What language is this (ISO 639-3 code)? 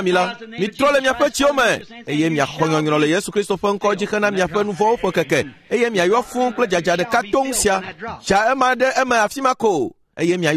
ewe